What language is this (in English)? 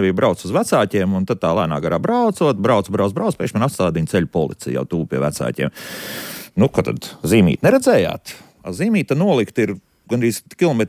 Latvian